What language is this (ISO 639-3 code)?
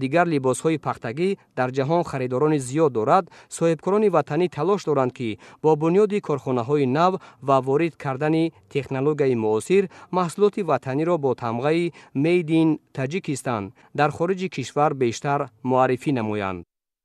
tgk